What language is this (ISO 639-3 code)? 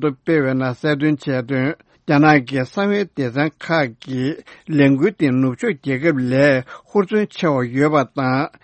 bod